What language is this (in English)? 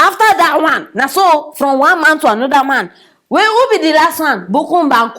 Nigerian Pidgin